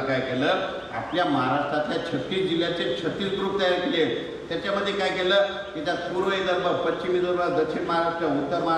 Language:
Marathi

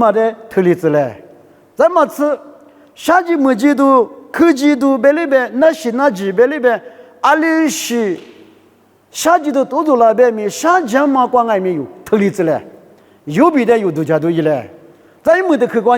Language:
Lisu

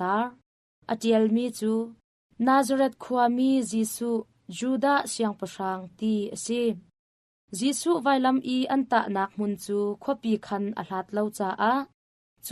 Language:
Hakha Chin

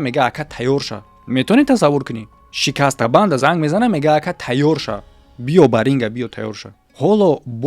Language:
Tajik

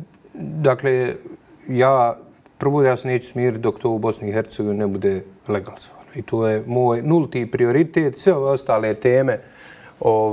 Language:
Bosnian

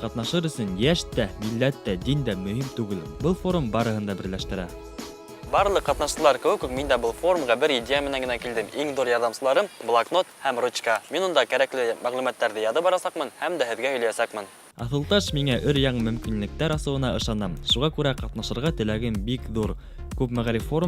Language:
Bashkir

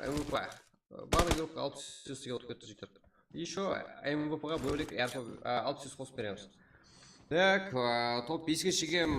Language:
Kara-Kalpak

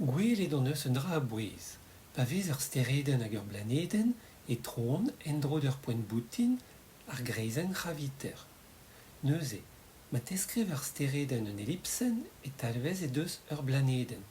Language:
Breton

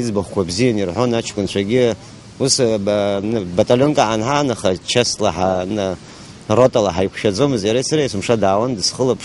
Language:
Abkhazian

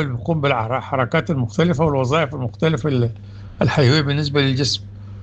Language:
Sudanese Arabic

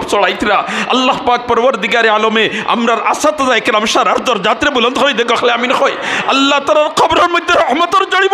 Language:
Sylheti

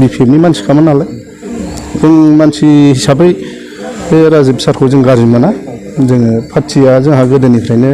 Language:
Bodo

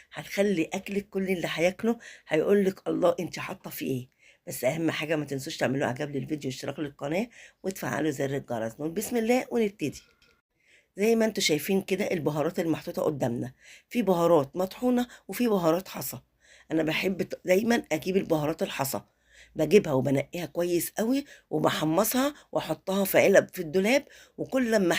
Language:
Egyptian Arabic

